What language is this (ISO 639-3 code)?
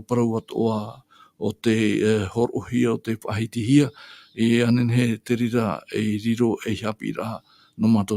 tah